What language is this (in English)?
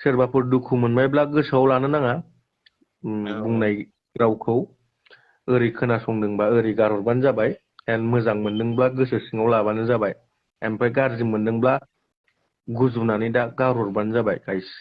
Bodo